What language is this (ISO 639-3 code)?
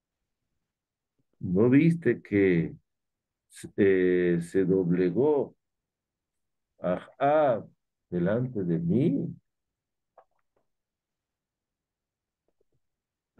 spa